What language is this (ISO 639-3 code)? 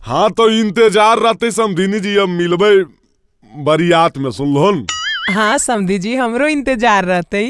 mag